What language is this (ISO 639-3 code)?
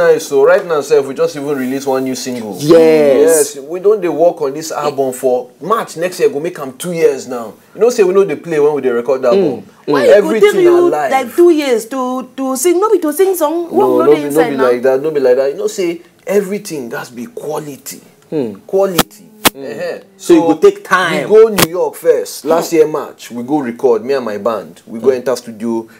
pcm